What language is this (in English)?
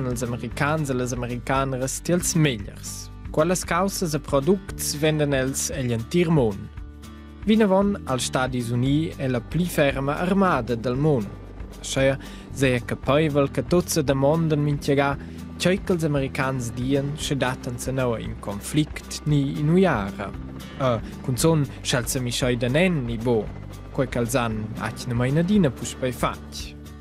Romansh